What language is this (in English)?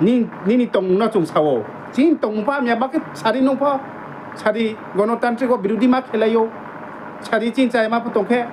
Riang (India)